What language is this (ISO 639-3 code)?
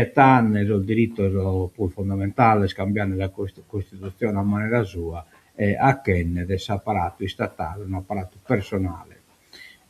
srd